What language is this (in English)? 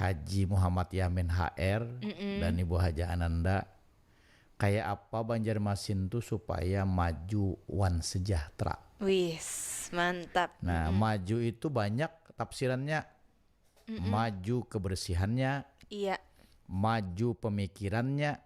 Banjar